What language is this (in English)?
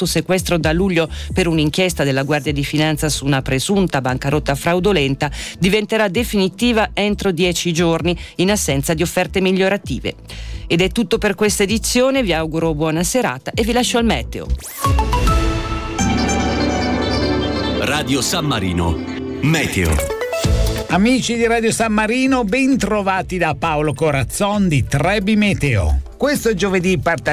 Italian